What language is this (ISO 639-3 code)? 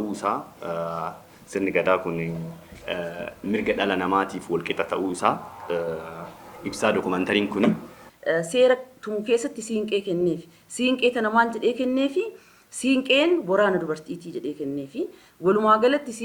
orm